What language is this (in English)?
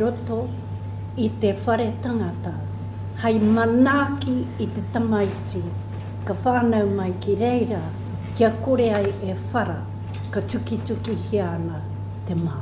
Māori